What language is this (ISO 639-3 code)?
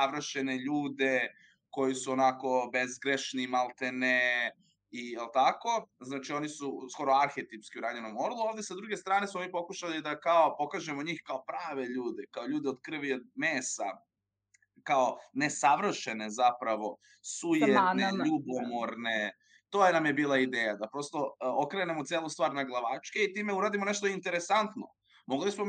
srp